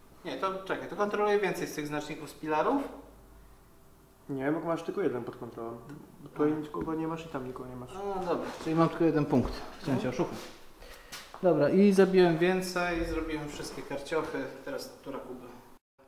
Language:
Polish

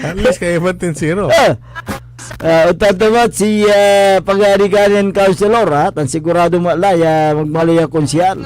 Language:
Pangasinan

